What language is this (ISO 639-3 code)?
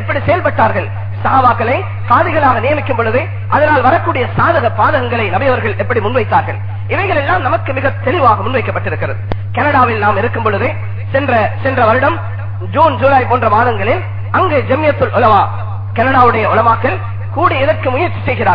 tam